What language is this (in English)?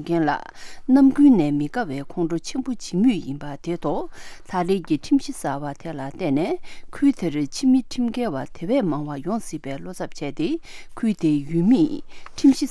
Tibetan